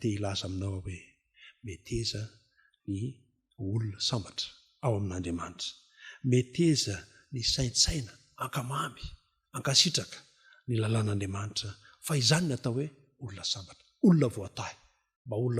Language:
Malagasy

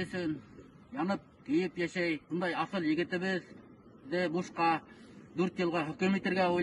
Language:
Bashkir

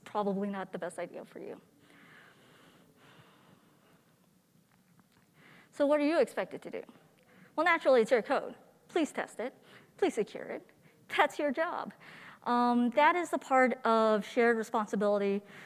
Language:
English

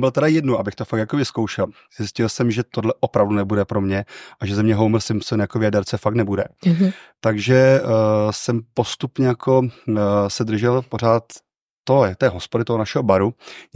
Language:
Czech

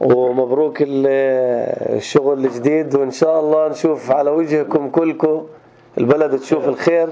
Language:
North Levantine Arabic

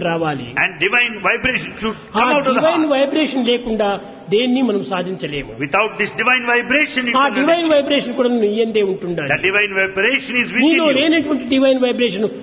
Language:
Telugu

